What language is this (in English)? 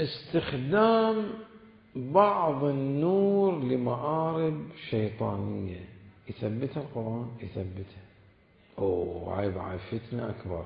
Mesopotamian Arabic